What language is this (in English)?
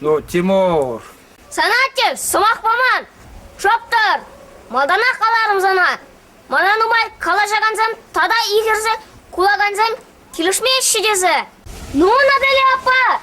Chuvash